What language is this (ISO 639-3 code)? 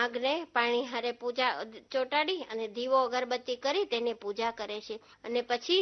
guj